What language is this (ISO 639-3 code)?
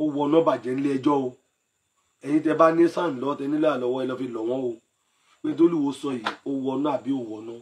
yor